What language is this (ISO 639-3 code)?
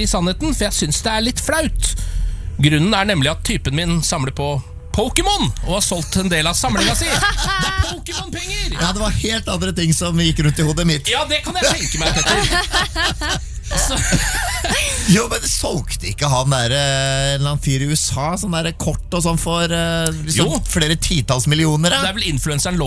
nor